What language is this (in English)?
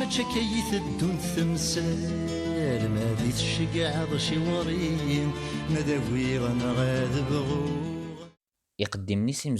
Kabyle